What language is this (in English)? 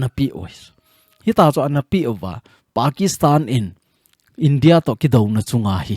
Thado Chin